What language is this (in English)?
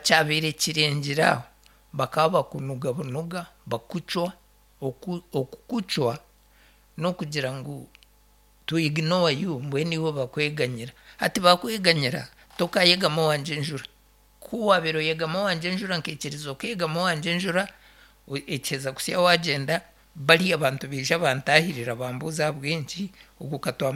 Nyankole